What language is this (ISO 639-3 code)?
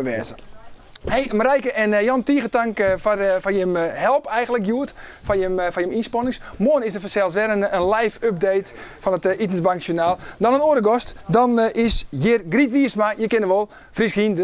fry